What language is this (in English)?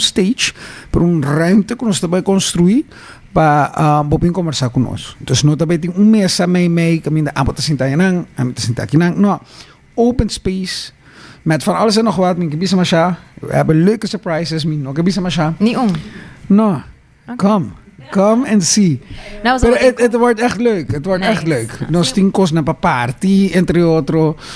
Papiamento